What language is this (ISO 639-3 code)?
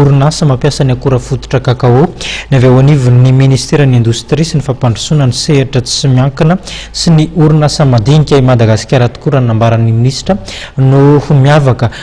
mlg